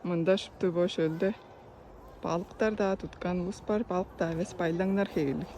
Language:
Tuvinian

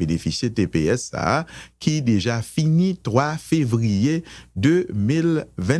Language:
Haitian Creole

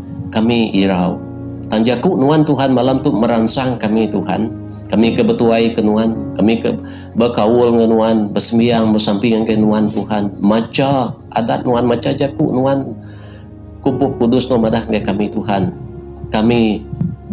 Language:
Iban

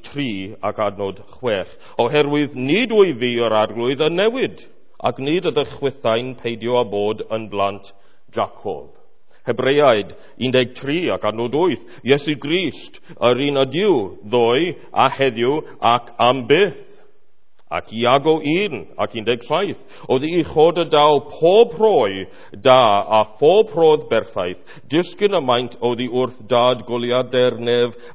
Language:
Welsh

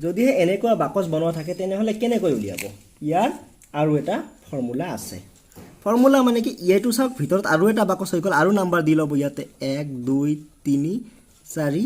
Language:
Assamese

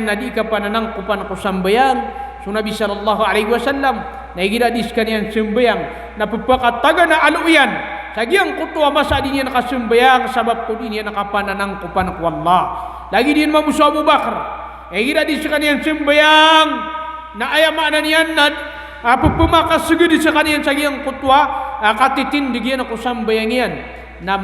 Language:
Maranao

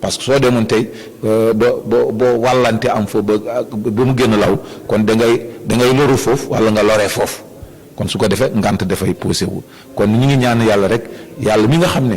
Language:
Wolof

